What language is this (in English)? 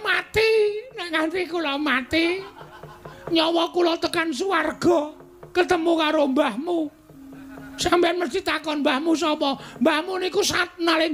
Javanese